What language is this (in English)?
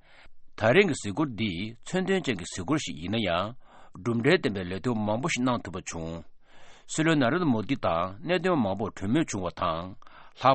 Tibetan